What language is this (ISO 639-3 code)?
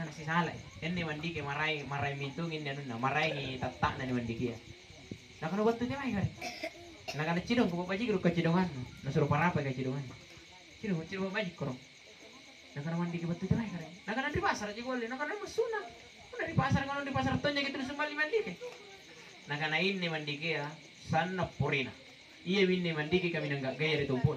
mak